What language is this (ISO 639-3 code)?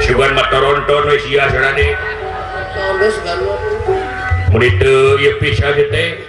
sun